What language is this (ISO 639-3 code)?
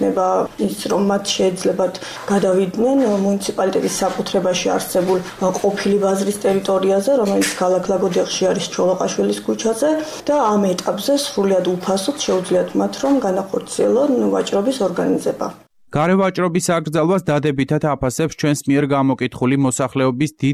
kat